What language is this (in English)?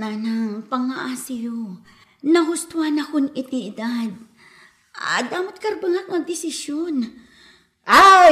Iloko